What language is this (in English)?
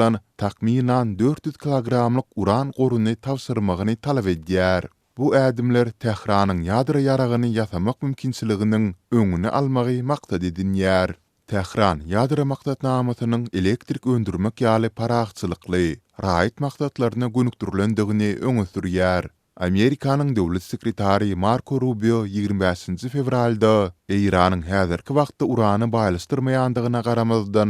Turkmen